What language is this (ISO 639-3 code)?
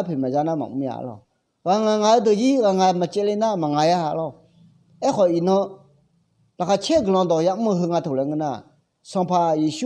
ahk